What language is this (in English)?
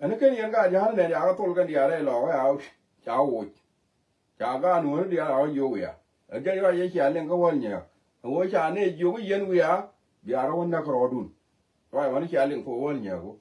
Nuer